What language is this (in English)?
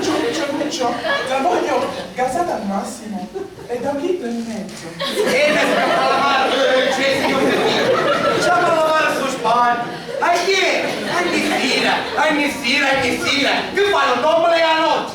Sicilian